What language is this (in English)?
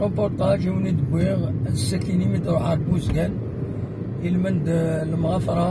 Kabyle